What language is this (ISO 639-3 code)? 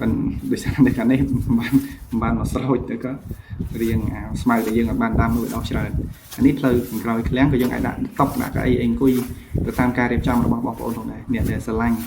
khm